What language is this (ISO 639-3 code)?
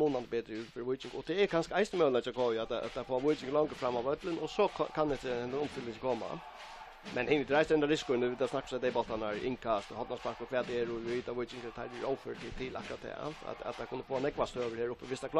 fao